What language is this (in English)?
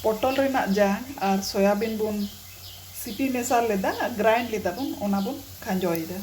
Santali